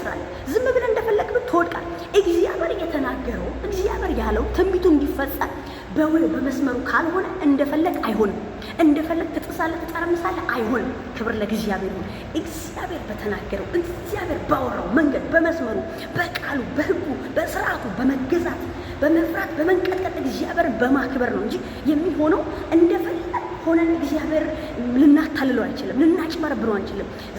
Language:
Amharic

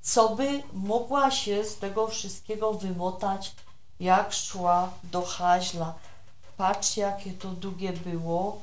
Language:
Silesian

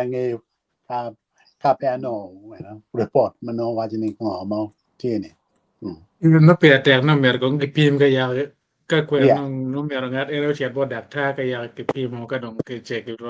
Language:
Acoli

